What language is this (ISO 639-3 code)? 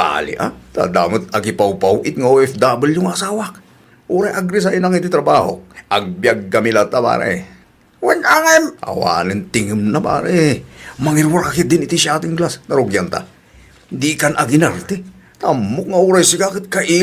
ilo